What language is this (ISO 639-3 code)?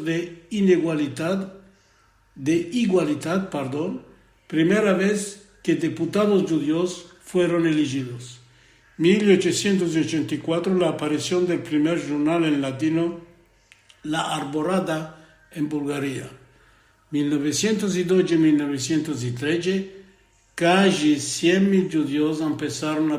lad